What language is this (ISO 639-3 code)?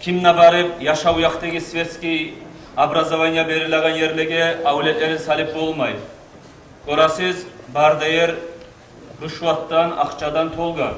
kum